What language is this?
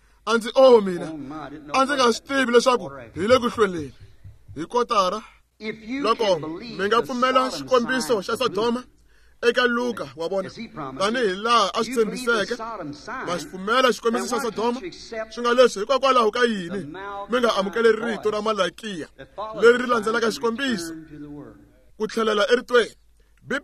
Tsonga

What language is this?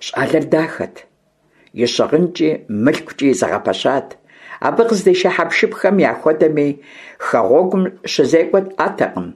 Kabardian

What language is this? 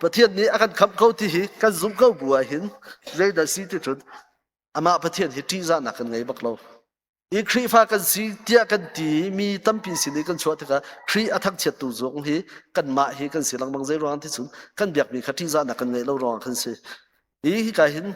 Hakha Chin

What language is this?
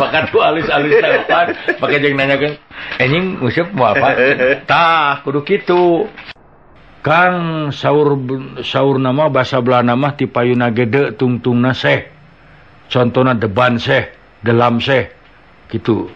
Sundanese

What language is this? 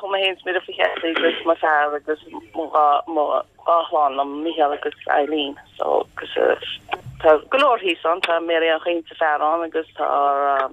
Irish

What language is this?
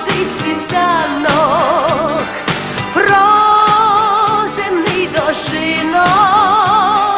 Ukrainian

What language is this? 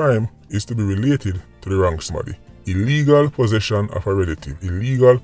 Jamaican Creole English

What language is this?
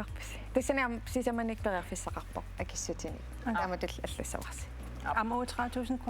Kalaallisut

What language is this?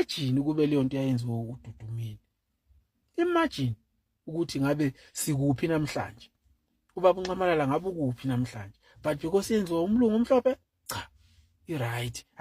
Zulu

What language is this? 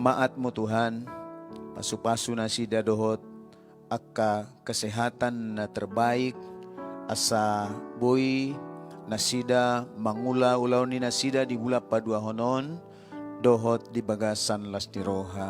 Batak Toba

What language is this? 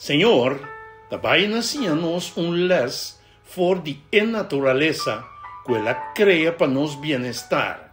Papiamento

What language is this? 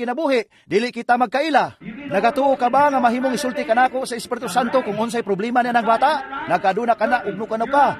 Cebuano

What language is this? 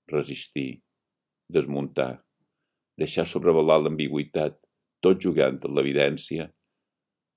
Catalan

